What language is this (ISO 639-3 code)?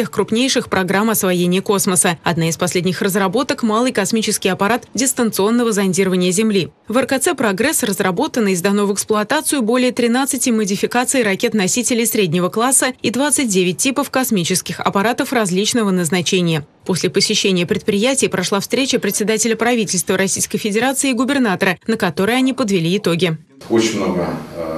rus